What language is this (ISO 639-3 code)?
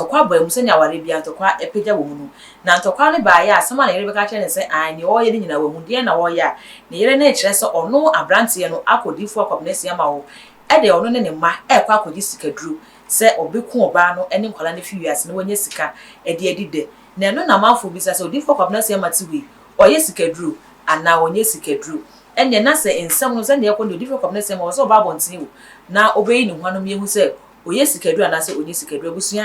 aka